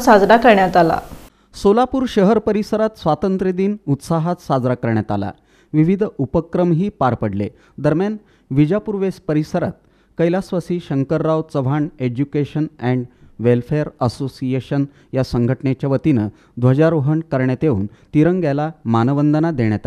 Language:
Marathi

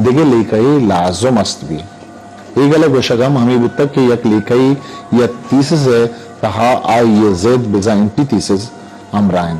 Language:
Eastern Balochi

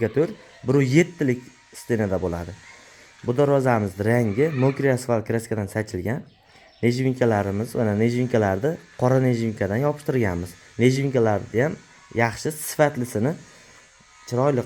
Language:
Uzbek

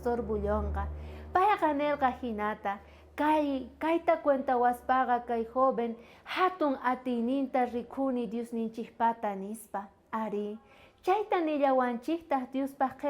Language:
South Bolivian Quechua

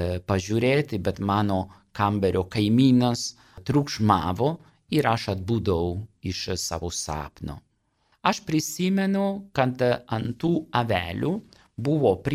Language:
Lithuanian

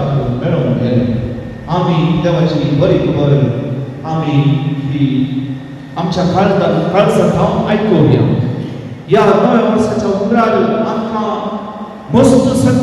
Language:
Konkani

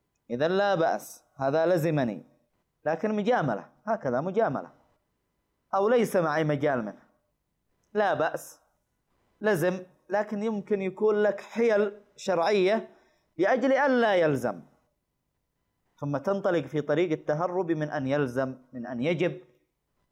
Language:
Arabic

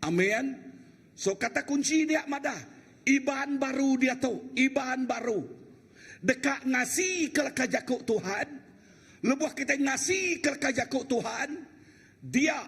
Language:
Iban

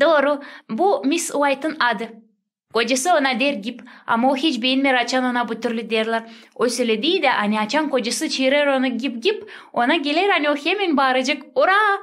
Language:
Gagauz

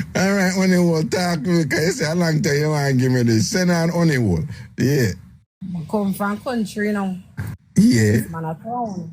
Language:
Jamaican Creole English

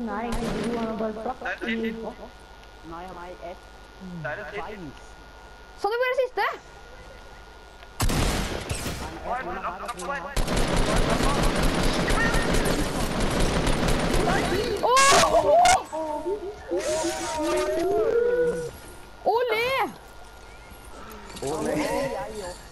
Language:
Norwegian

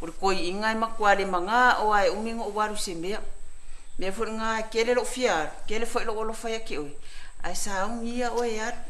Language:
Samoan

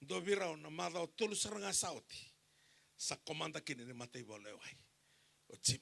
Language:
Fijian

